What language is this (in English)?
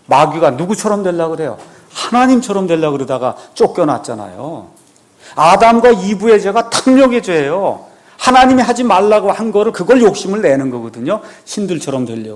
Korean